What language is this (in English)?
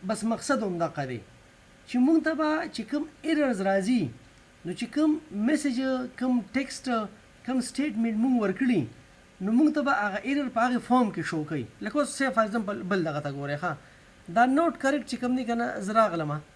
Pashto